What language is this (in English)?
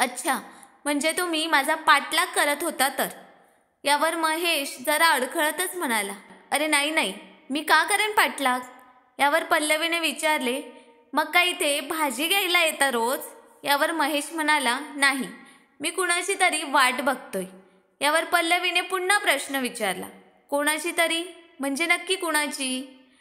Marathi